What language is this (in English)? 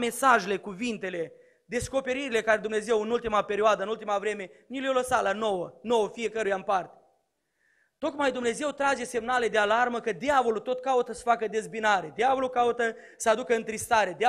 Romanian